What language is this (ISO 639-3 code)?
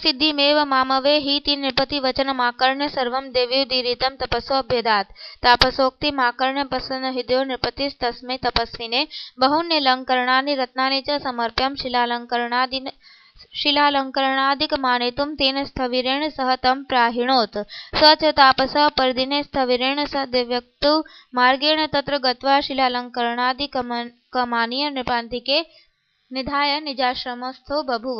san